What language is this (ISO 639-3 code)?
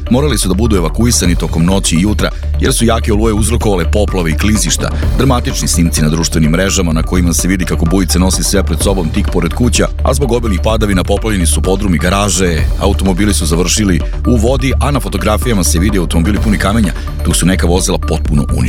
srp